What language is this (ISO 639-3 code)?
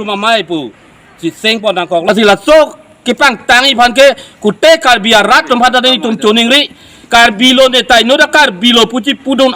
mjw